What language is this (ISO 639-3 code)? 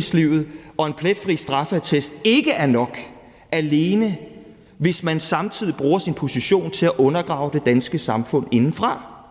dan